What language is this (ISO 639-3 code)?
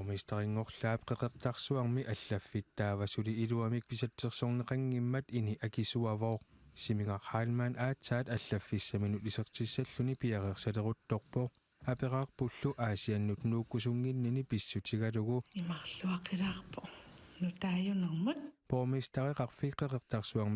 kal